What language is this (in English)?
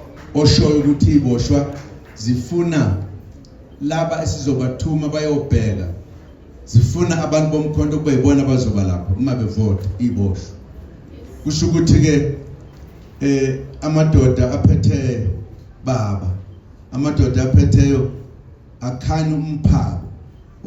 Zulu